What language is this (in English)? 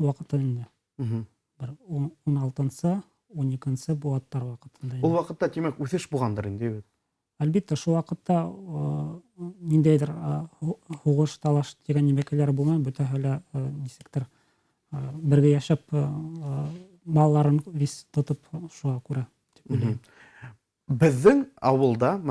Bashkir